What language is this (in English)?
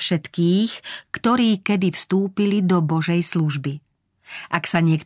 Slovak